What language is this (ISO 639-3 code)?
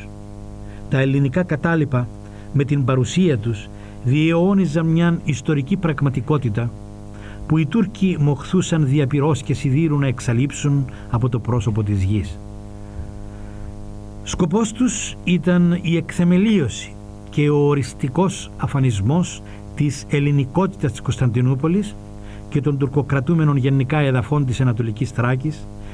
ell